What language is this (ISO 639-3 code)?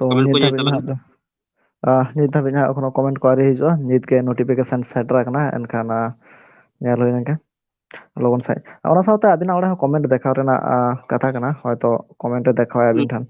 sat